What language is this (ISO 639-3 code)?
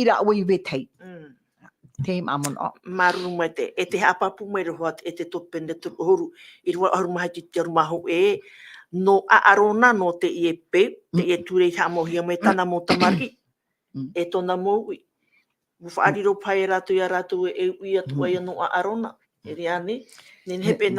tah